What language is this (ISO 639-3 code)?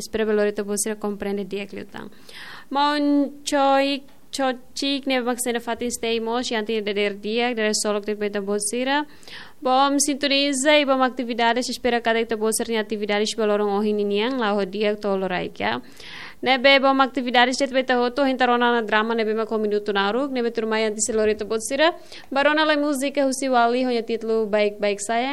tet